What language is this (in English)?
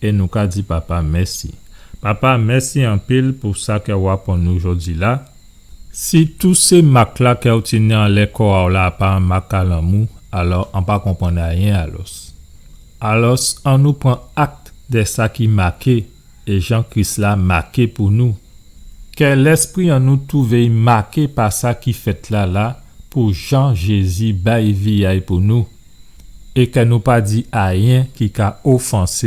Guadeloupean Creole French